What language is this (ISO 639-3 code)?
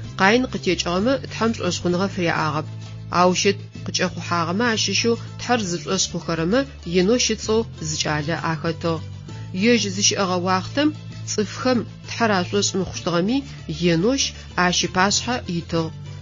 ady